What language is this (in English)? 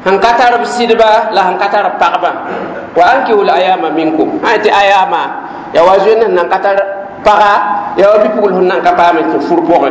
Mossi